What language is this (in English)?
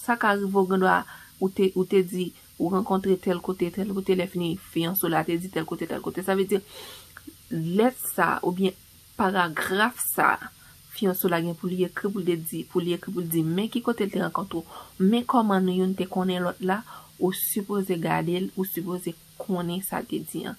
Haitian Creole